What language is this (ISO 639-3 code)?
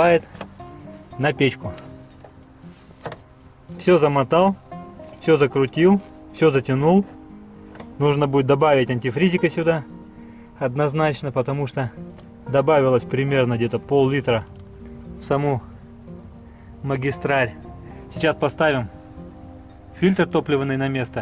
rus